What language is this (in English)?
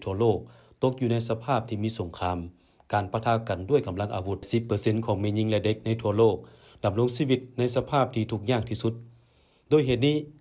Lao